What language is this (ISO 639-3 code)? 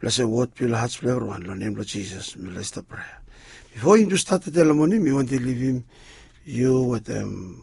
bis